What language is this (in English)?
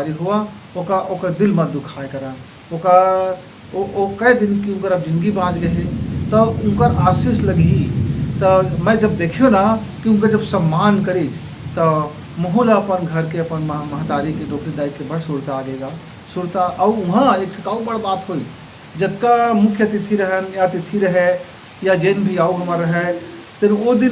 Chhattisgarhi